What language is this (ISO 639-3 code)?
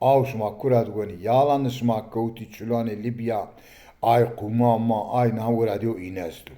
zza